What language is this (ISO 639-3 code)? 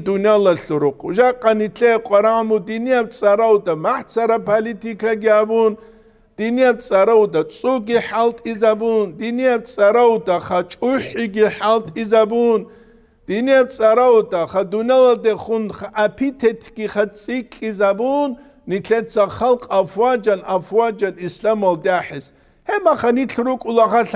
ava